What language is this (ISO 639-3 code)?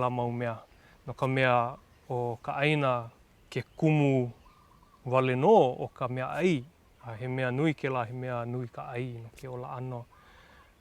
haw